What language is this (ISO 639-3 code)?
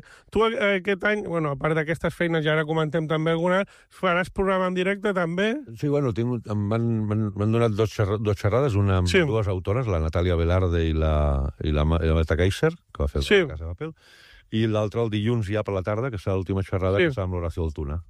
cat